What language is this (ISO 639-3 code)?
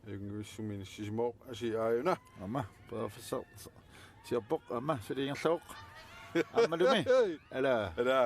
kal